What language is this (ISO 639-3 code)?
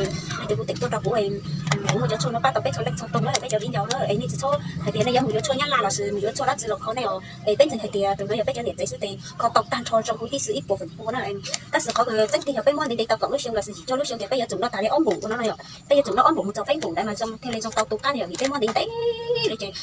hmn